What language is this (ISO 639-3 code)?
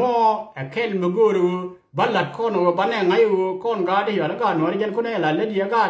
nus